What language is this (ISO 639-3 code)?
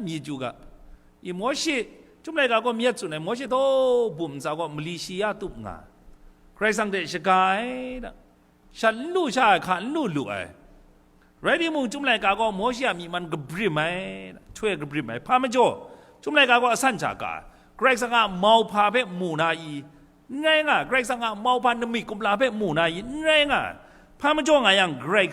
kac